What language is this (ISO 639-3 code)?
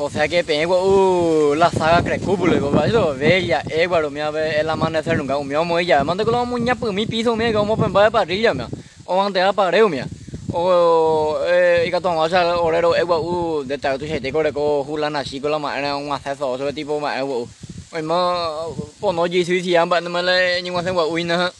grn